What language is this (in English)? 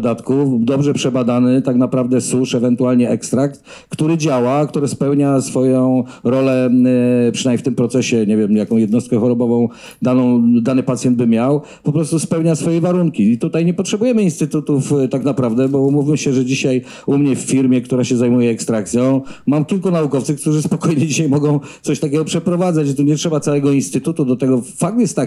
Polish